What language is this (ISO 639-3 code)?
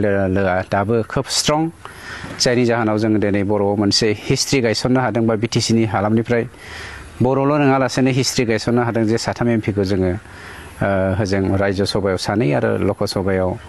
brx